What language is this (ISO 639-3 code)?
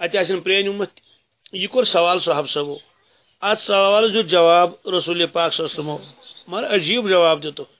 kas